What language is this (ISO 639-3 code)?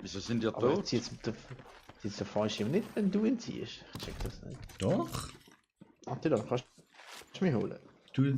gsw